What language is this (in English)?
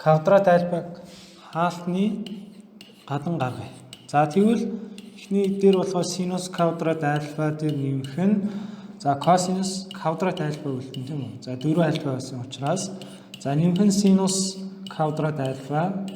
Mongolian